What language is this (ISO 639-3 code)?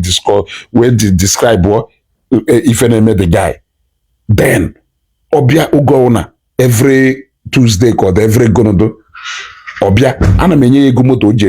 ibo